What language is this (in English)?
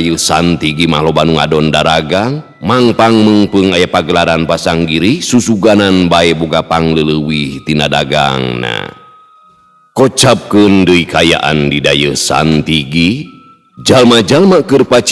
Sundanese